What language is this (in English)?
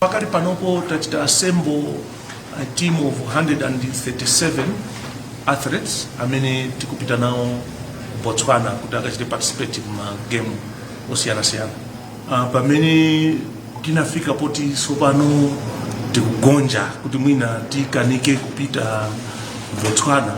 Nyanja